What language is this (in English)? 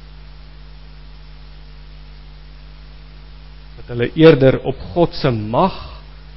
Afrikaans